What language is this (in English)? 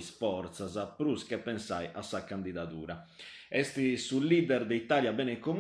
Sardinian